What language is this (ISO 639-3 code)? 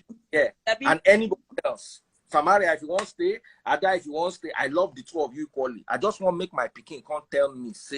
pcm